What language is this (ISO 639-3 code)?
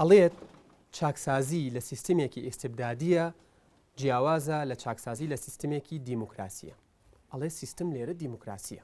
ckb